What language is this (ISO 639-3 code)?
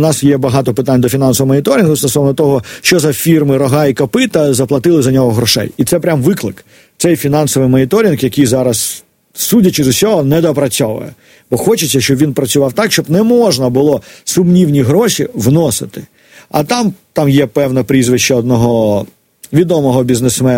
ukr